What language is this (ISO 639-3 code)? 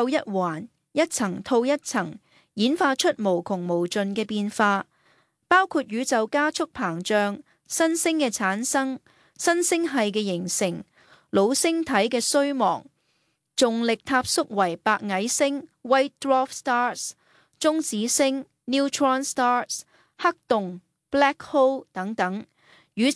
yue